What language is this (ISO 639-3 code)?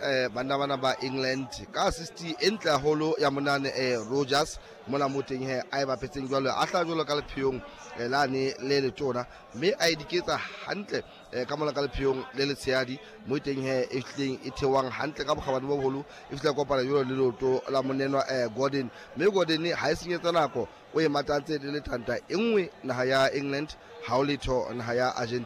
sot